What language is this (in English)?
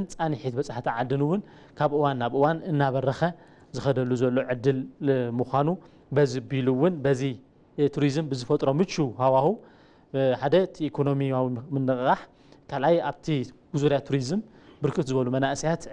Tigrinya